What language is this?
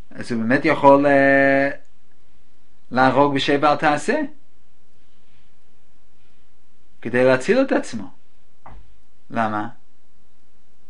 Hebrew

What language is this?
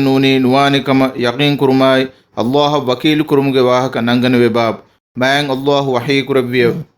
Divehi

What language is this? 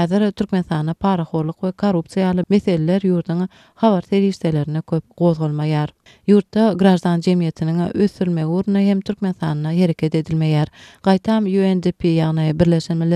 Turkmen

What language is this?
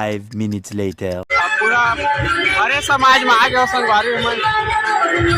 Chhattisgarhi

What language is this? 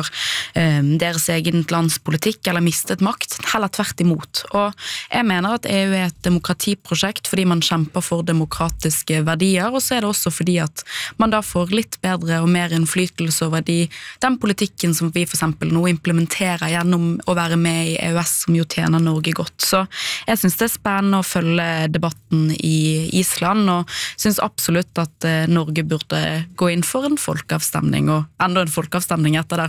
Norwegian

